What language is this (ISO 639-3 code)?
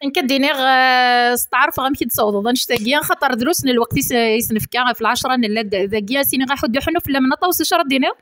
kab